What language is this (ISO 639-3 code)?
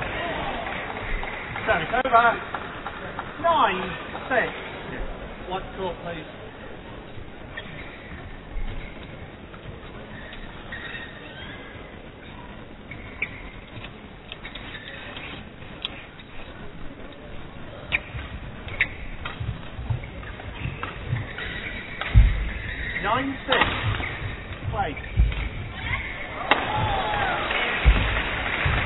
eng